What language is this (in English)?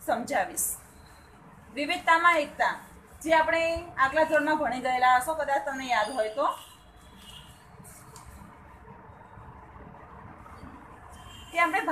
Gujarati